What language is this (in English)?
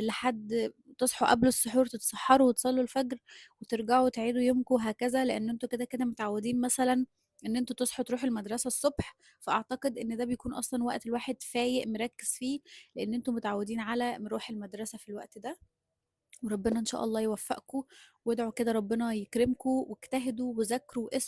Egyptian Arabic